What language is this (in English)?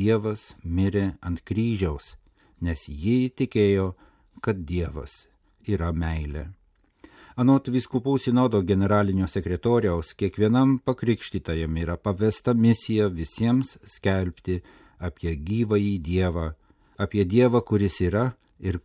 Lithuanian